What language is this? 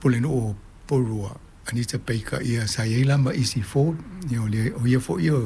Samoan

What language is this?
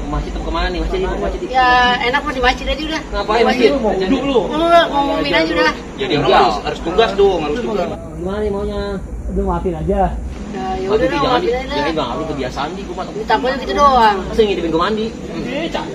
Betawi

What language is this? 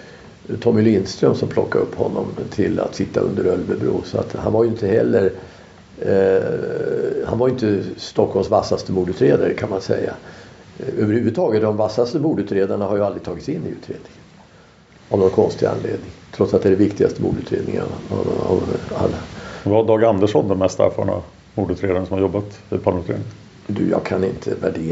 Swedish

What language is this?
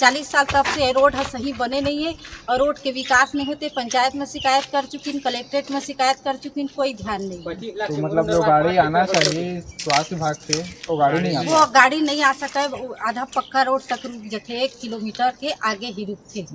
Chhattisgarhi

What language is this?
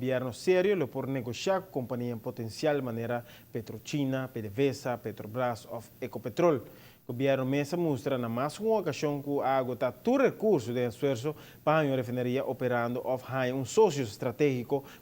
Papiamento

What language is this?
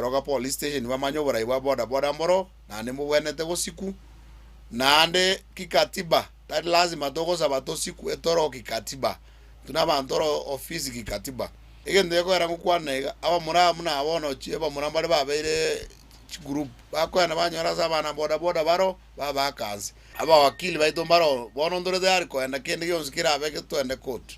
Gusii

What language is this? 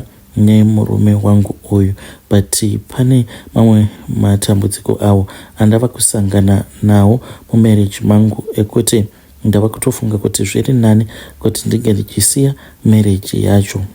Shona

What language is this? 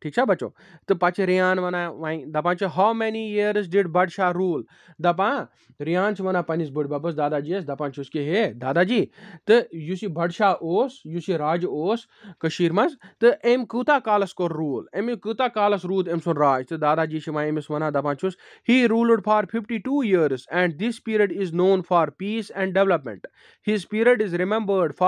Kashmiri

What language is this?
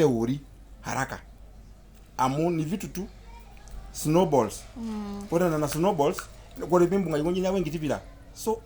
Masai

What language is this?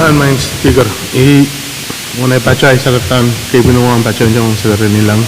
Pohnpeian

